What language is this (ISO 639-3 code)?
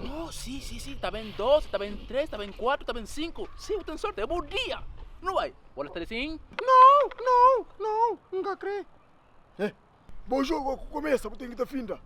kea